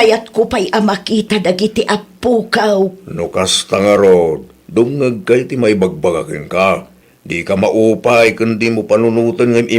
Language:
Iloko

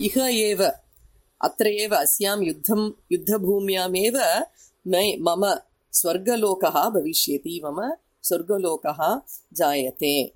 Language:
Sanskrit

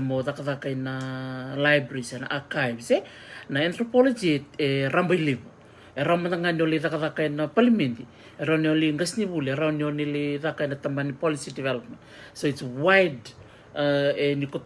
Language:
Fijian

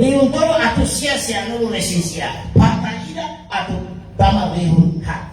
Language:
Tetum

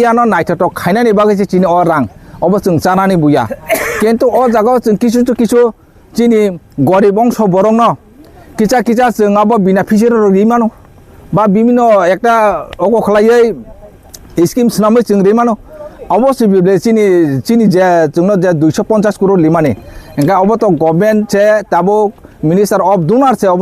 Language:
Kok Borok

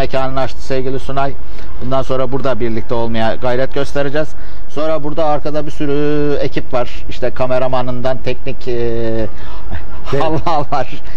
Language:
Turkish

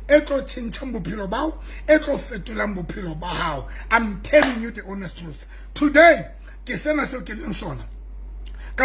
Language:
Southern Sotho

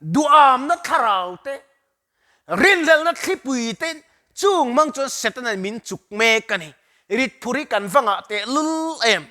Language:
Mizo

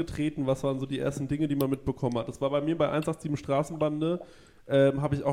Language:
German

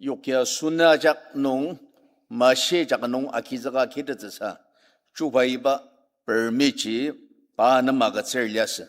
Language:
Ao Naga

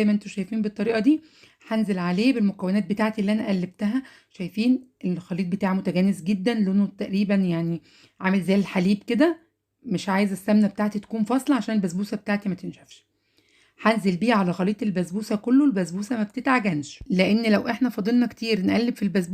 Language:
Egyptian Arabic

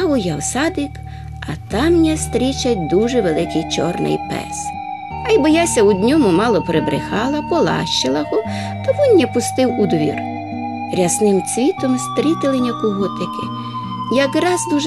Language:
Rusyn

